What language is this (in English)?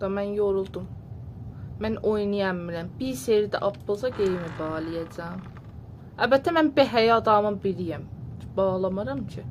South Azerbaijani